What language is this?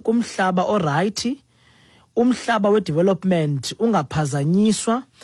Xhosa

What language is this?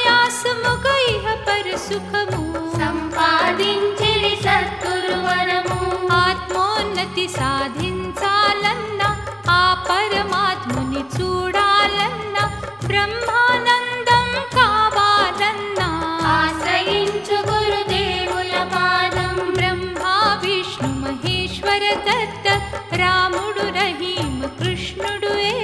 Telugu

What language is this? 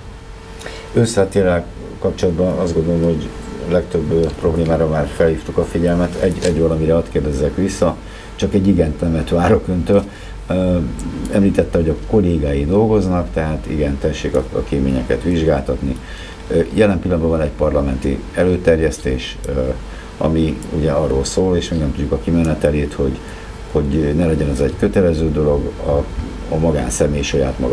Hungarian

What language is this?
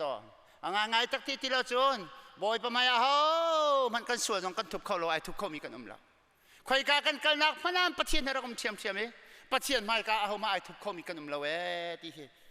Hakha Chin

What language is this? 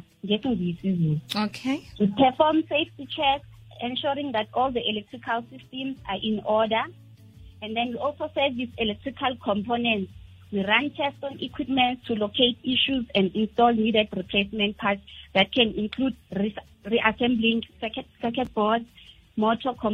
South Ndebele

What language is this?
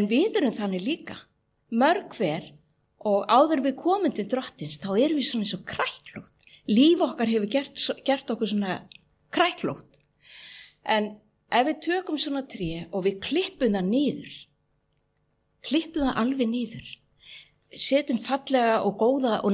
Icelandic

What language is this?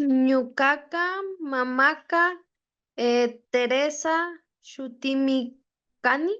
Imbabura Highland Quichua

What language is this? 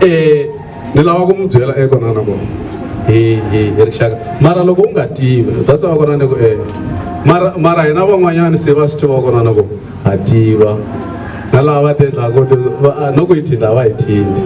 Tsonga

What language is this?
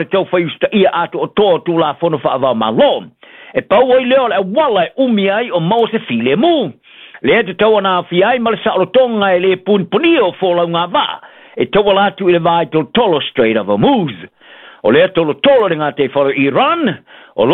Samoan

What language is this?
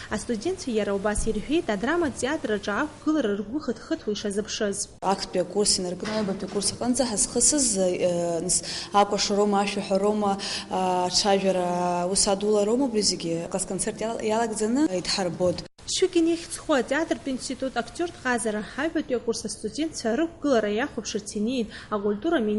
Abkhazian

